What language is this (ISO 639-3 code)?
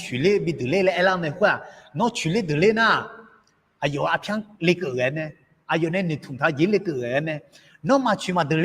ahk